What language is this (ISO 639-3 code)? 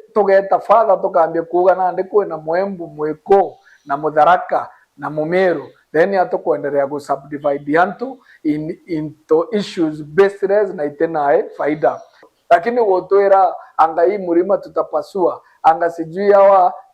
mer